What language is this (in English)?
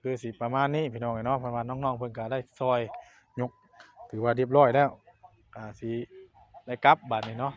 Northeastern Thai